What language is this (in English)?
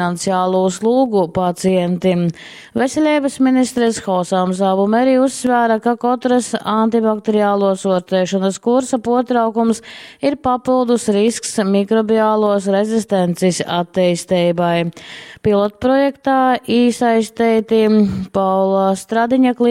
Latgalian